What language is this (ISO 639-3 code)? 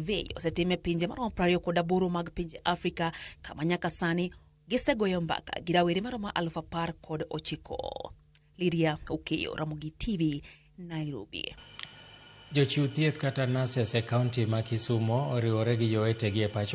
luo